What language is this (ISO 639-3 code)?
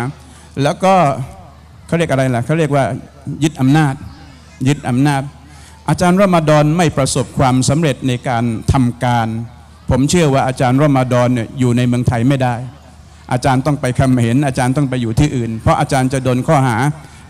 tha